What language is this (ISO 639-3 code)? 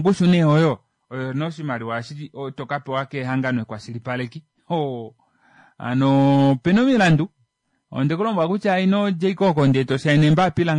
kua